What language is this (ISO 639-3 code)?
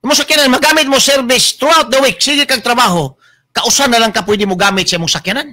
ceb